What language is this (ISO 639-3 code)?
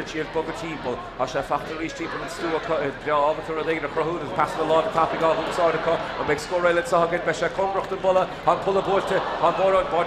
gle